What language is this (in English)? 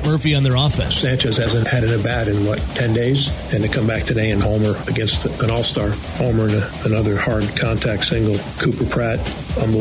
English